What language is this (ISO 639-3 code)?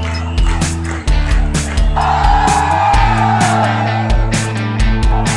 ben